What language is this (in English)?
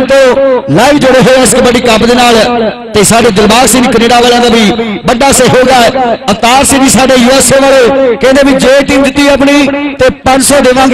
Punjabi